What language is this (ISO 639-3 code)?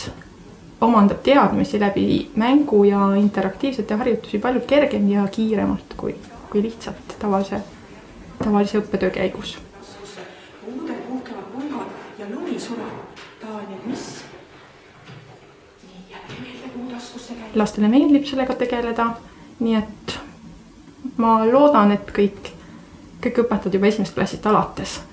est